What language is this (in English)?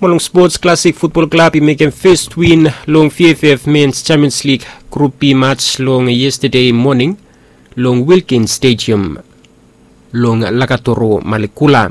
Bislama